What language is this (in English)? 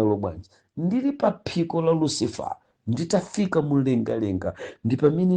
Nyanja